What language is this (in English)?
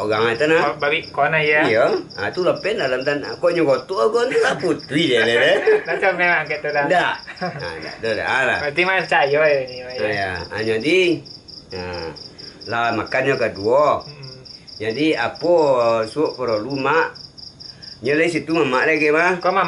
Minangkabau